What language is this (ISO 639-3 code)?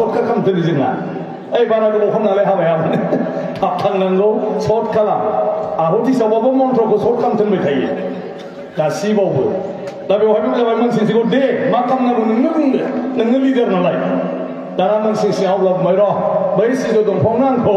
brx